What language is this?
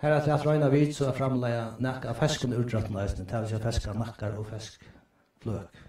Faroese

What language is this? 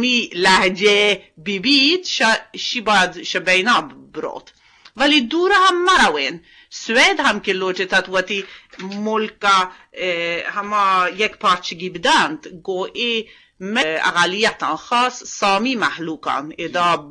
Eastern Balochi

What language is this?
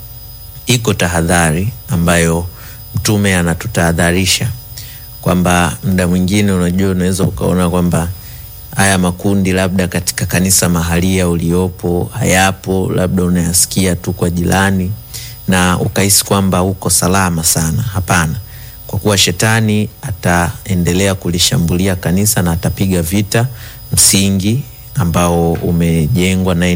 Swahili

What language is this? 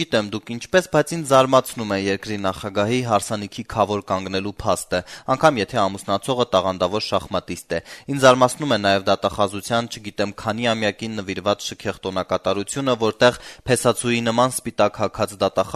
Armenian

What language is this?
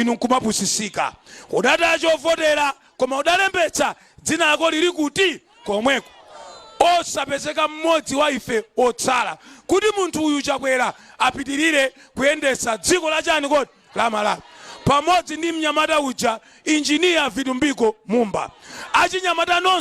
Nyanja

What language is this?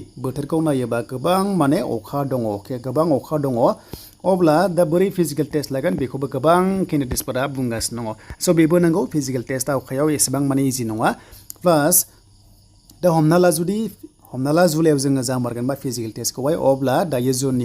Bodo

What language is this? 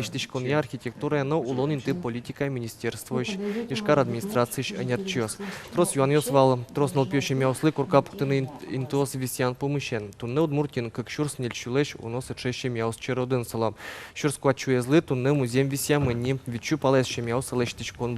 Udmurt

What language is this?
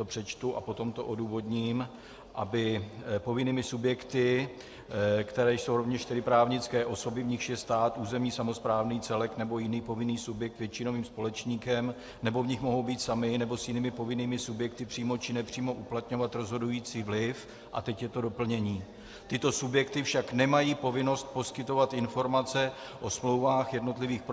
Czech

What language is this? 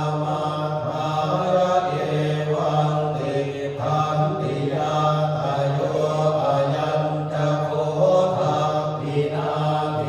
Pali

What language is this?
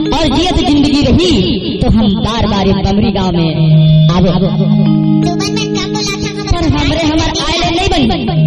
Chhattisgarhi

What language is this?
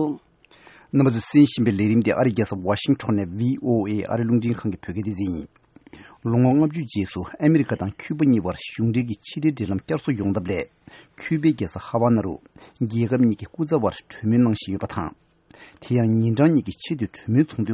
Tibetan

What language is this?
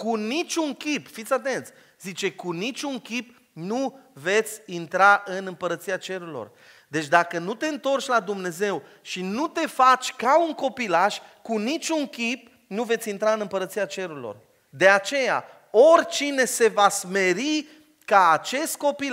Romanian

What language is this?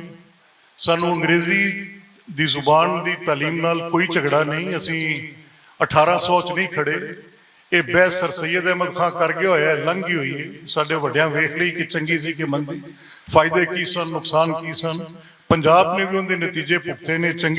Western Panjabi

